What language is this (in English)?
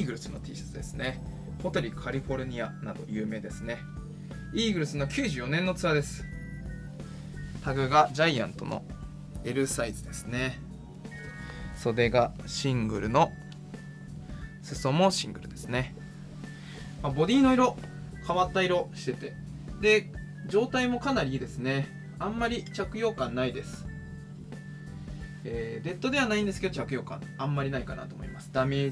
Japanese